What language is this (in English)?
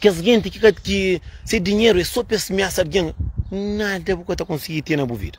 Kabuverdianu